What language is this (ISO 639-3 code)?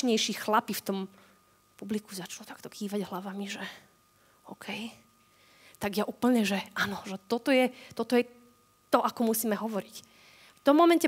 slk